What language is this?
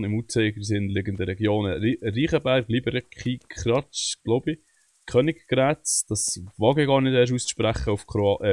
Swiss German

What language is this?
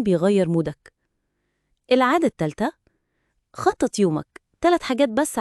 Egyptian Arabic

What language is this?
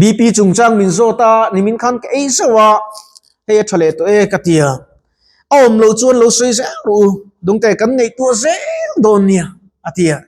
Mizo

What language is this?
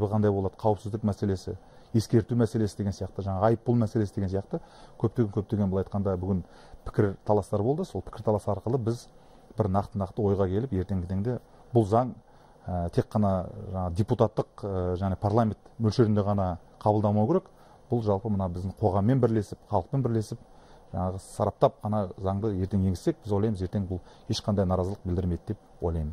Kazakh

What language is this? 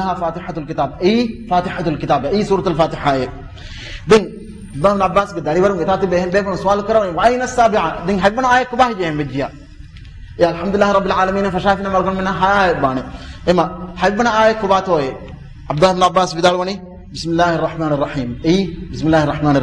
Divehi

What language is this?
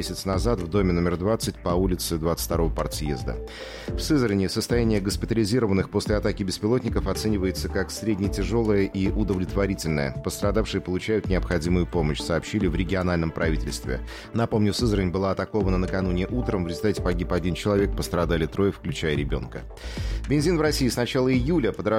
Russian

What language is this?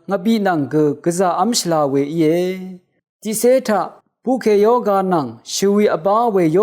Rawang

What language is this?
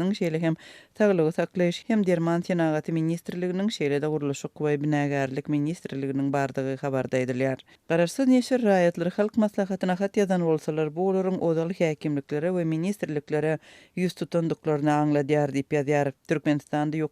Turkmen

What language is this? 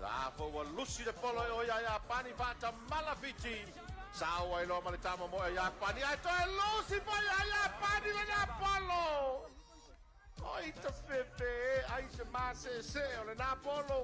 Samoan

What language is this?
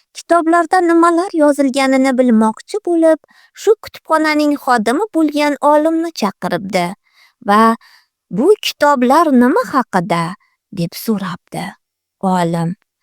Uzbek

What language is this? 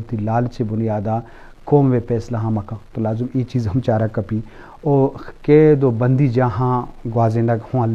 Baluchi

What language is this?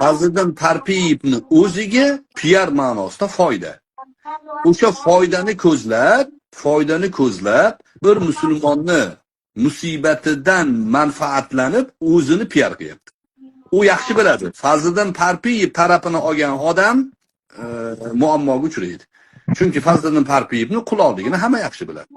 Uzbek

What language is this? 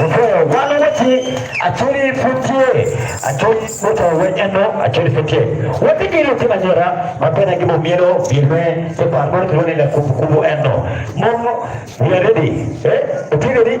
Acoli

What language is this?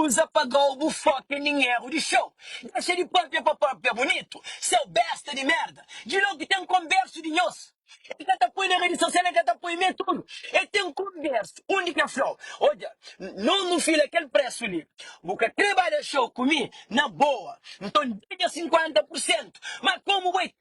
Kabuverdianu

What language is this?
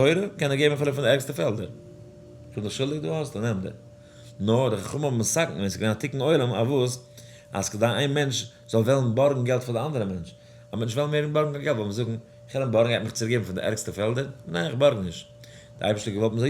Yiddish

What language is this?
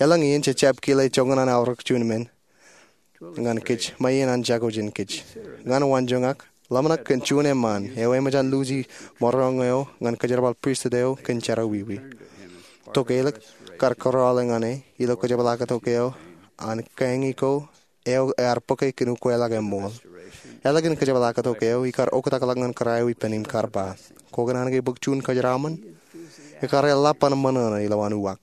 Marshallese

